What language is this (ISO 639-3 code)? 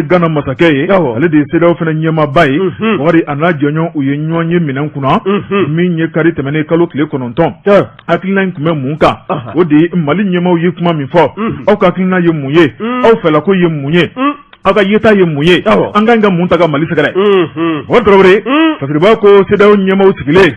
bam